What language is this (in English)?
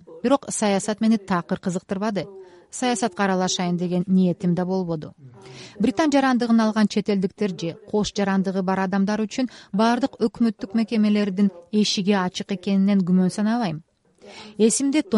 Kyrgyz